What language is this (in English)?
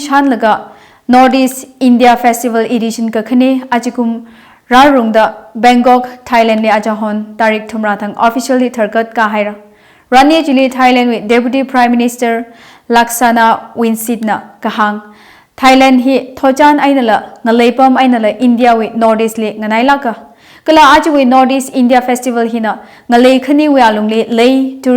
Tangkhul Naga (India)